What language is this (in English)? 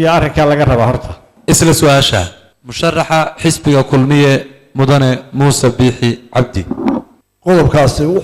Somali